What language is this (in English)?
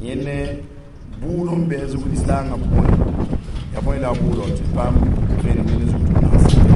Mossi